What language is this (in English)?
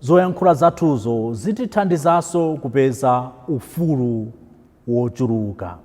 Nyanja